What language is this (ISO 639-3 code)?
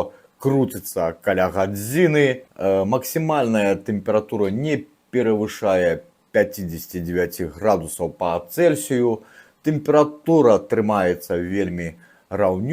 bel